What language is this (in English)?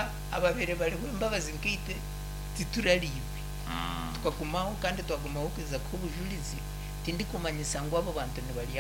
Nyankole